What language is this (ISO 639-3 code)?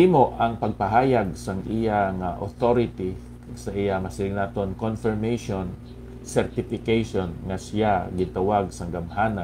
hil